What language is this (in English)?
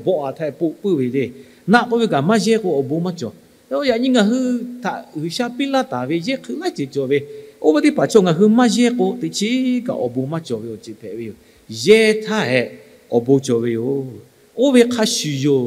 Lahu